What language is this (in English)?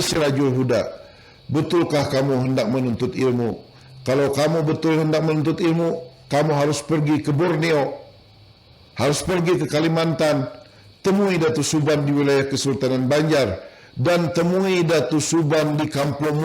Banjar